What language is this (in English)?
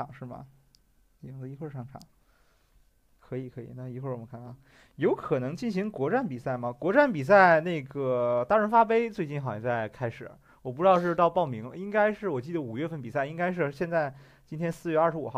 Chinese